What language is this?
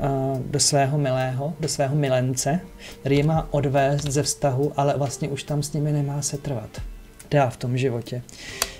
Czech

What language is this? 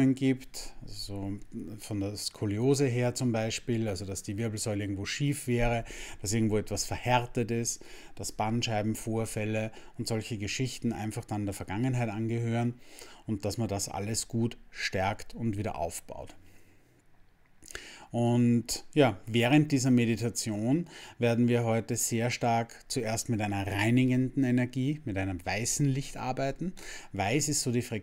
German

